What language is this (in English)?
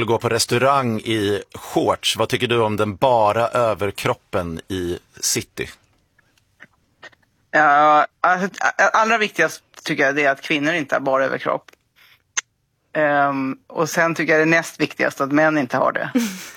Swedish